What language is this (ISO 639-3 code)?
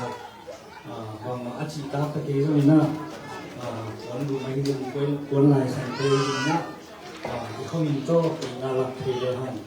ctd